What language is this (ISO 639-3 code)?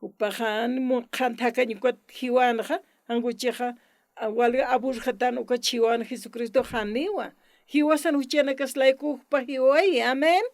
aym